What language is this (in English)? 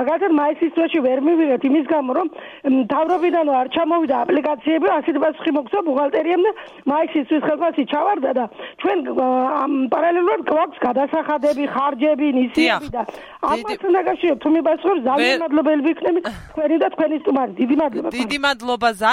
Georgian